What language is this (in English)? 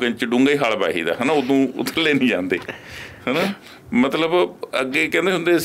Punjabi